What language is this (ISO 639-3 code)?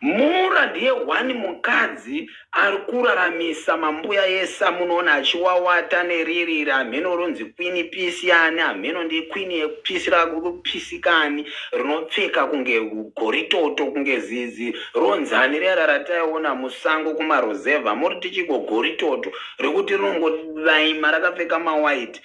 sna